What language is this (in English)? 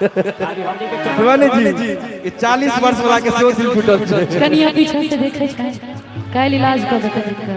Maithili